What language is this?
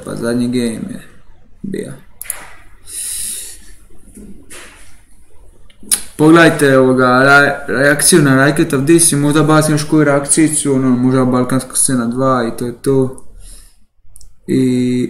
Croatian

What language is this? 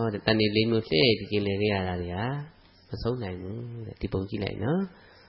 Burmese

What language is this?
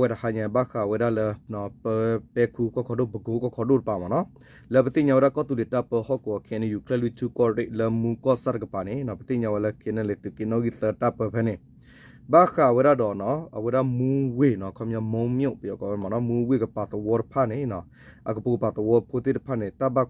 S'gaw Karen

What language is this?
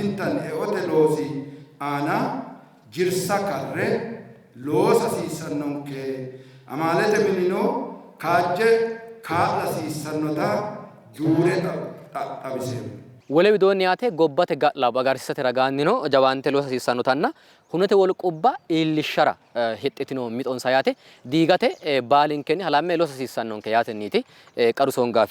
Sidamo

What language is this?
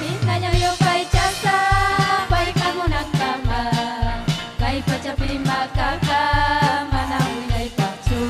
Ayacucho Quechua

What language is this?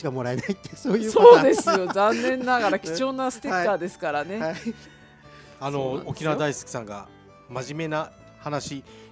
Japanese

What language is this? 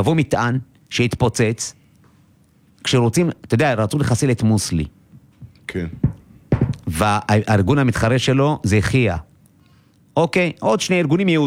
Hebrew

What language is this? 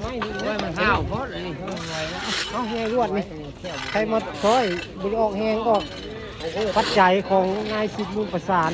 Northeastern Thai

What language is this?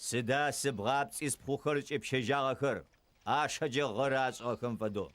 Adyghe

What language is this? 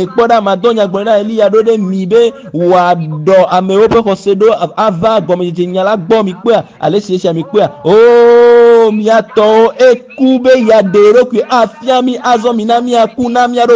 Ewe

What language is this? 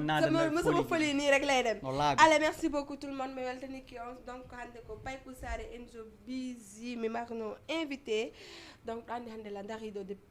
Fula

